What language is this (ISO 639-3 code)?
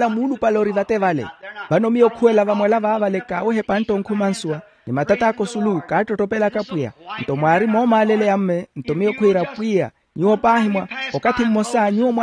vmw